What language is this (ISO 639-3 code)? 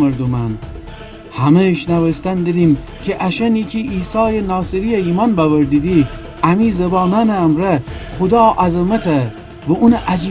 glk